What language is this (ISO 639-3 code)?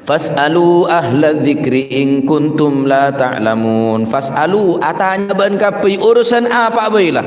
mad